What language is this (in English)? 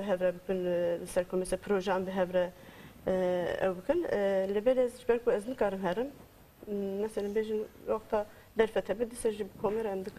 Kurdish